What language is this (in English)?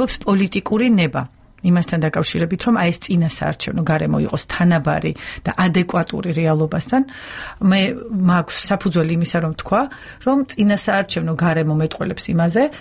Georgian